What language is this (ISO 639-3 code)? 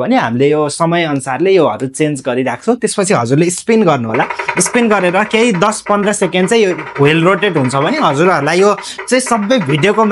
nep